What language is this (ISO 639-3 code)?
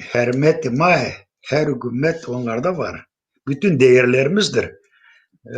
zza